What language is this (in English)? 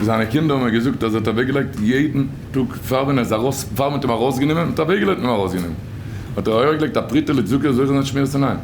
Yiddish